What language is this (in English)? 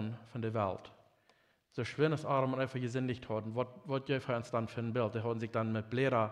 Plautdietsch